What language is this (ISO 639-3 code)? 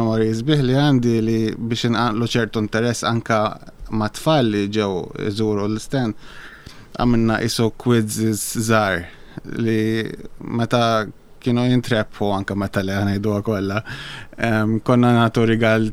mlt